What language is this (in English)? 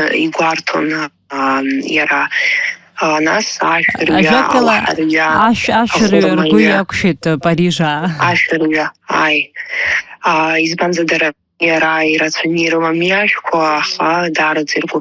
Abkhazian